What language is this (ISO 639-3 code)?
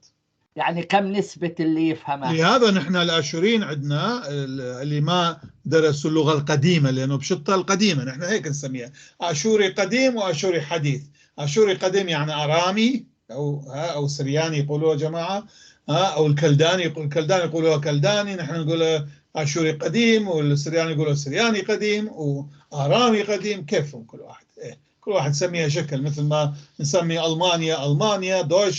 apc